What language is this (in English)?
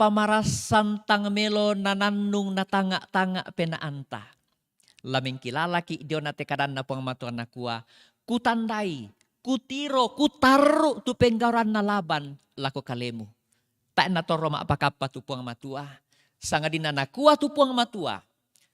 Toraja-Sa'dan